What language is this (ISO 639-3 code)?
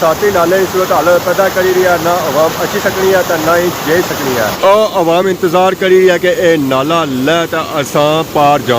phr